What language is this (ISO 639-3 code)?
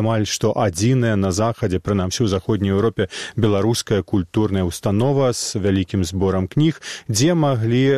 bel